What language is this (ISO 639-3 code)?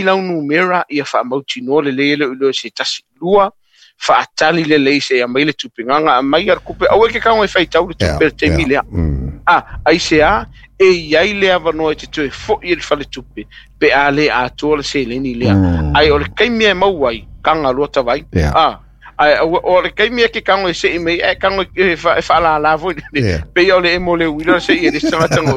smo